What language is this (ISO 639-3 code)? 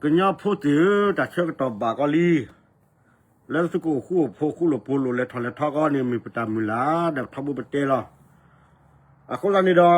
ksw